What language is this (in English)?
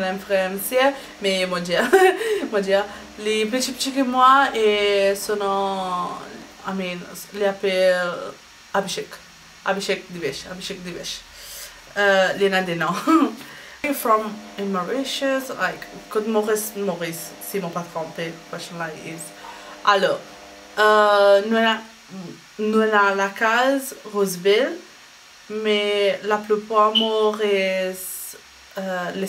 Morisyen